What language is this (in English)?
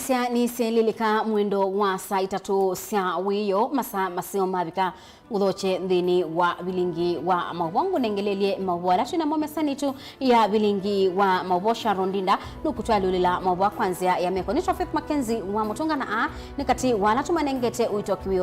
Kamba